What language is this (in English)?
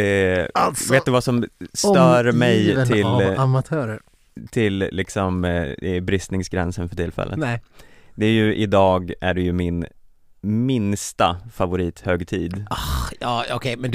Swedish